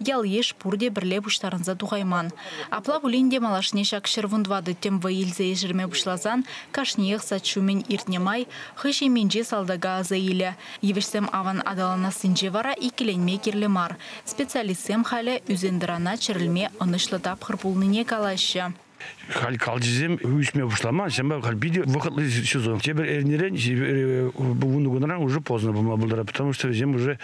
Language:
Chuvash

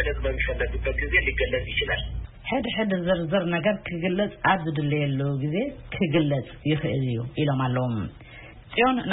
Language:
Tigrinya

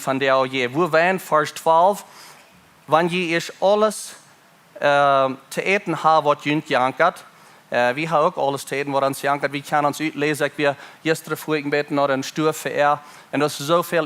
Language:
Plautdietsch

